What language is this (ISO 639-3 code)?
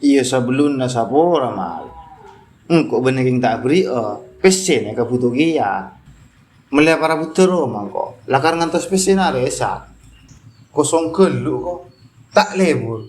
mad